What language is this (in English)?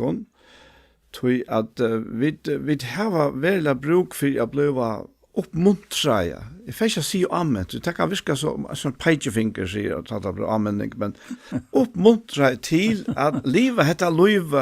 Faroese